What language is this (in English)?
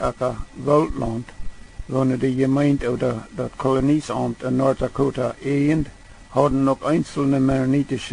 Plautdietsch